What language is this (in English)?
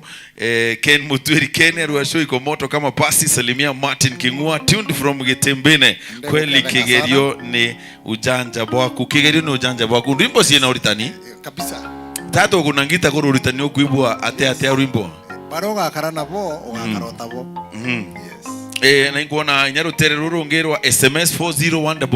Meru